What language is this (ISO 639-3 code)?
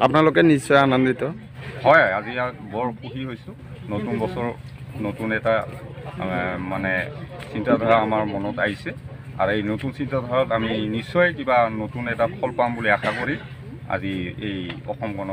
asm